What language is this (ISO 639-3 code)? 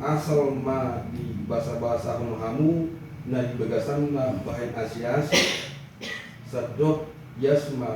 bbc